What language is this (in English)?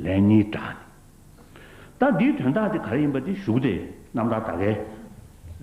Tibetan